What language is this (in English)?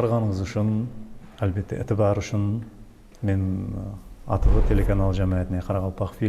Kara-Kalpak